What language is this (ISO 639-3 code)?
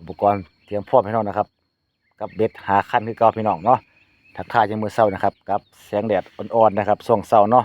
tts